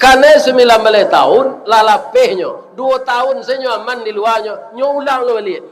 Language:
Minangkabau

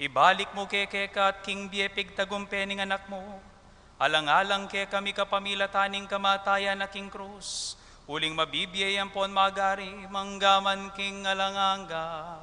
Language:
Pampanga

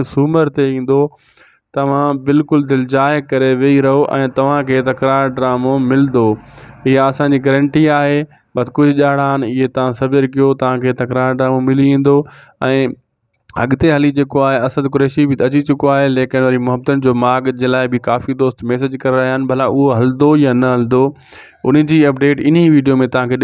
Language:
Sindhi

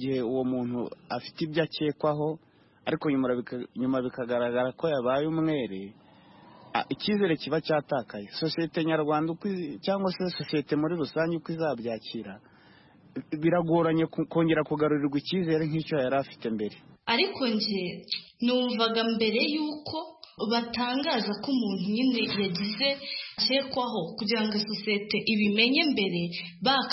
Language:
Kinyarwanda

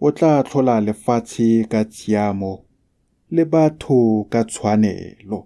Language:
Tswana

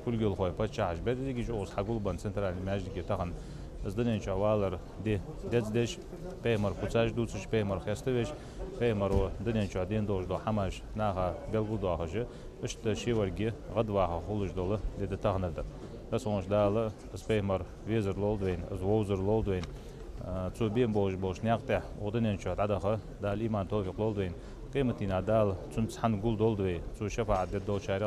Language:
Ingush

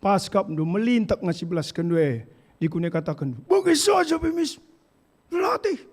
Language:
Batak Karo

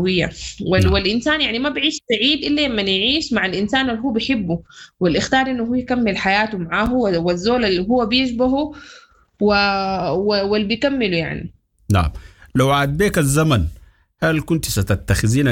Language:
Sudanese Arabic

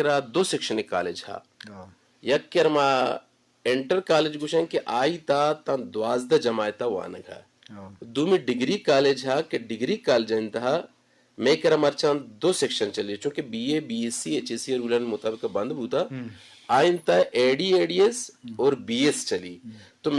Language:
Eastern Balochi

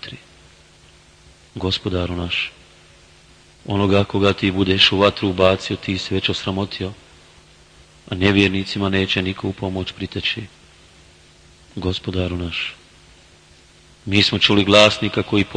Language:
Bosnian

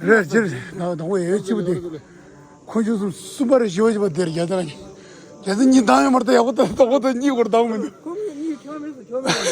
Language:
Tibetan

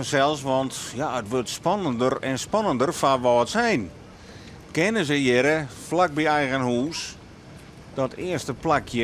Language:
Western Frisian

